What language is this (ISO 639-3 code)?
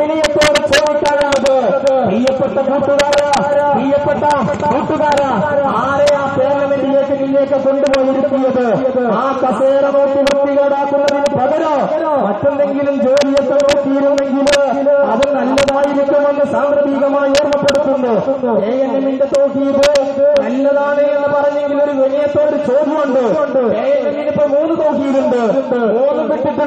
mal